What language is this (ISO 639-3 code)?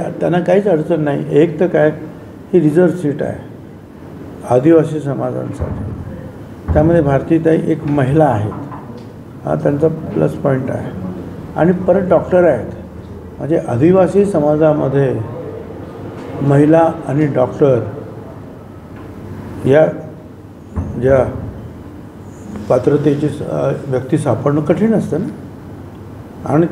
mar